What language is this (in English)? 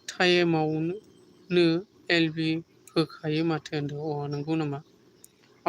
Bodo